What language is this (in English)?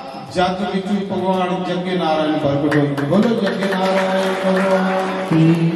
Dogri